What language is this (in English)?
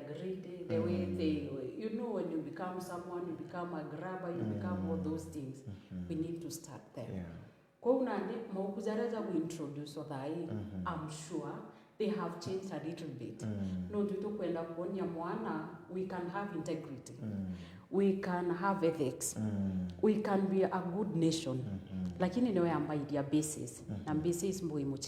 Meru